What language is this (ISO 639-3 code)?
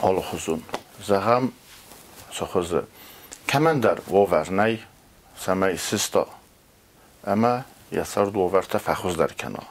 oss